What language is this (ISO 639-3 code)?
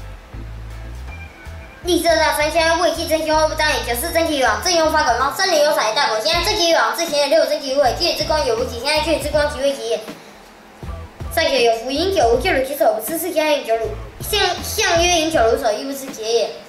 lzh